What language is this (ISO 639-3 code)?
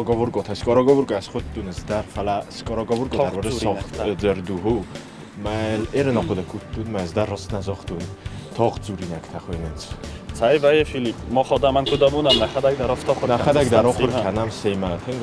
oss